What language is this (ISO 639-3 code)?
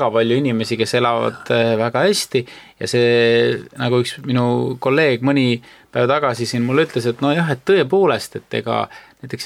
est